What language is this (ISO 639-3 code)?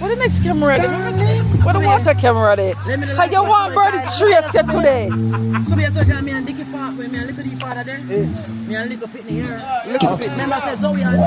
jam